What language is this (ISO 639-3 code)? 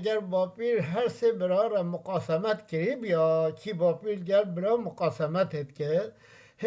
kur